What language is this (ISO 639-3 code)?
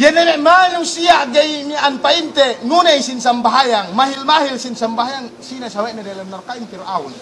yka